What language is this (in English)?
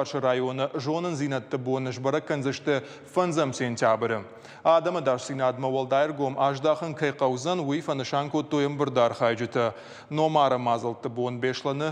Ossetic